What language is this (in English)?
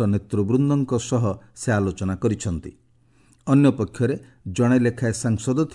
Odia